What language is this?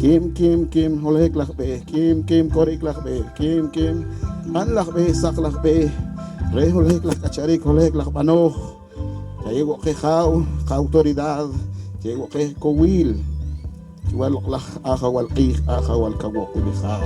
Poqomchi'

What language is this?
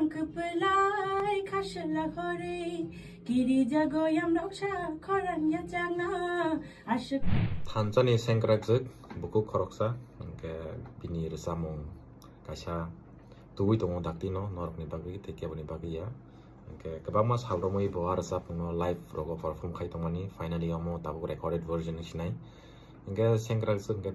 Kok Borok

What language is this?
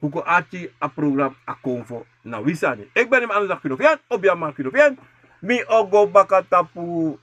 Sranan Tongo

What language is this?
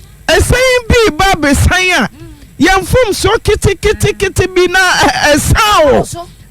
Akan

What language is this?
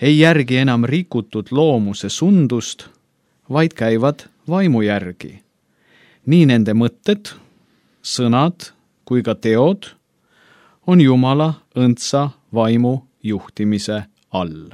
Estonian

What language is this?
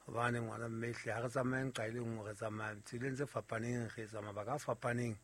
Southern Sotho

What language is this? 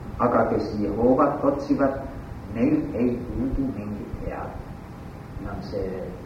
Estonian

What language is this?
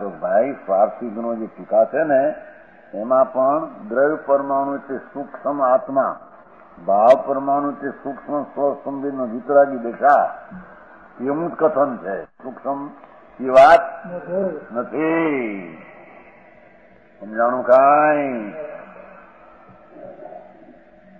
Gujarati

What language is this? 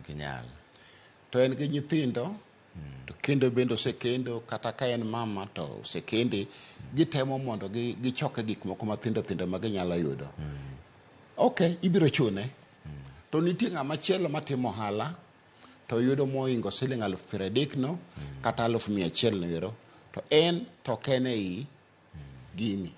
Luo (Kenya and Tanzania)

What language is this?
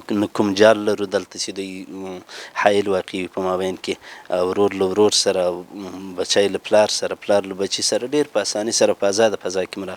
Pashto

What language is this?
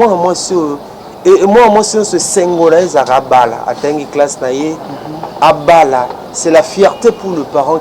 Lingala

